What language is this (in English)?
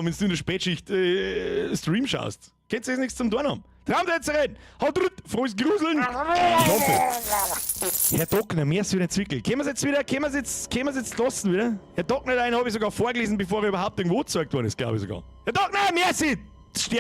Bavarian